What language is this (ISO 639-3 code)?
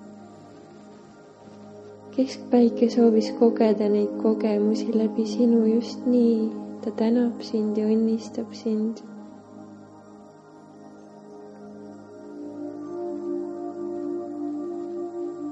est